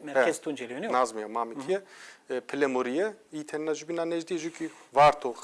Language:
Zaza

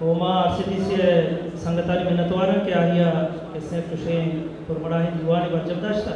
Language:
Eastern Balochi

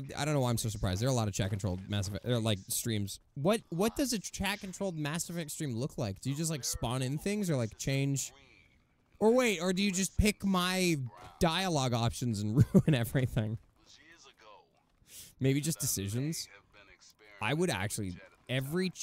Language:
English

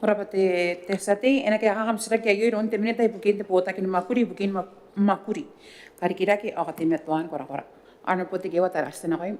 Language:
Gilbertese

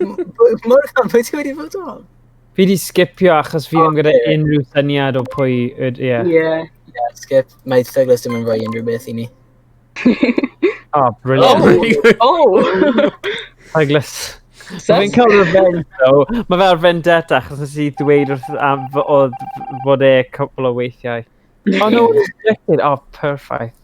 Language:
Welsh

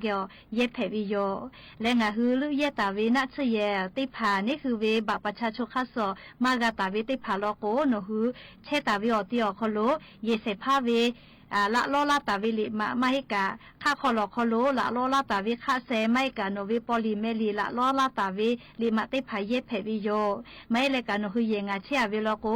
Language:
Lahu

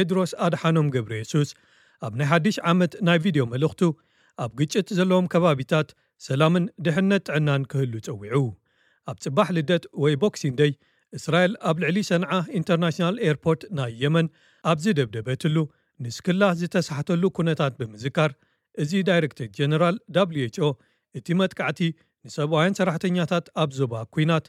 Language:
Tigrinya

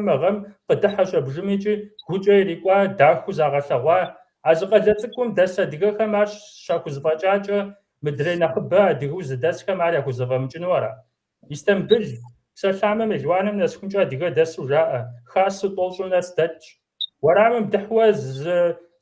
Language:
Kabardian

